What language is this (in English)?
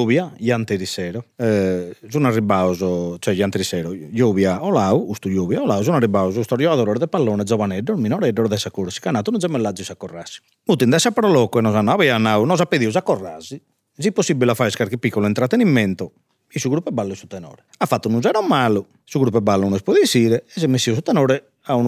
Sardinian